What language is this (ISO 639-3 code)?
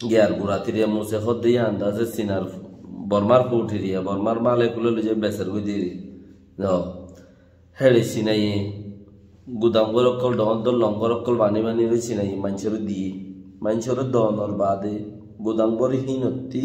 rhg